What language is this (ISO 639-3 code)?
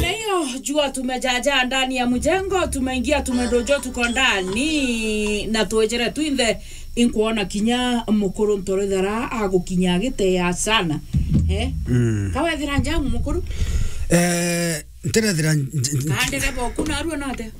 mer